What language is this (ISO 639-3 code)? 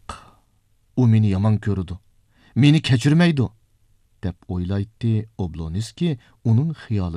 uig